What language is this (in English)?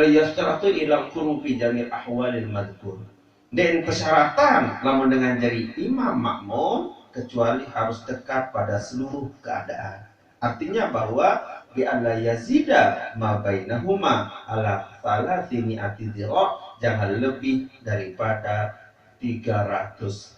Sasak